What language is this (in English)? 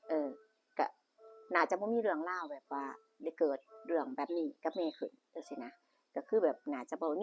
Northeastern Thai